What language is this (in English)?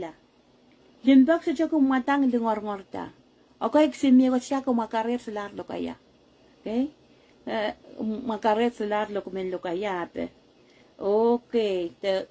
Pohnpeian